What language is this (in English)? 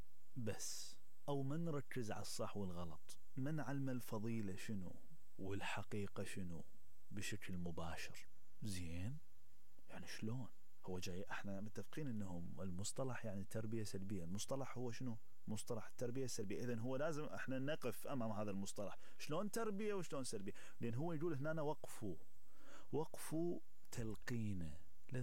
Mesopotamian Arabic